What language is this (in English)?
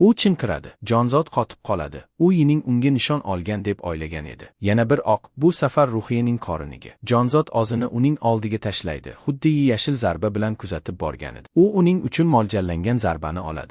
Uzbek